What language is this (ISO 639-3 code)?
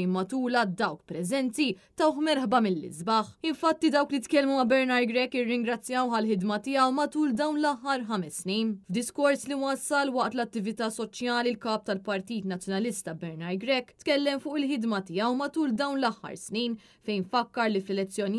mlt